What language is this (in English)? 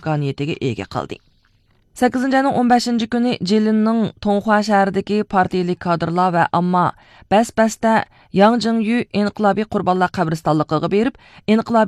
Uyghur